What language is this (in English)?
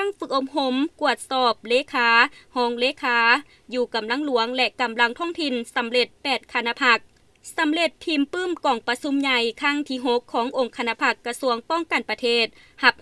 Lao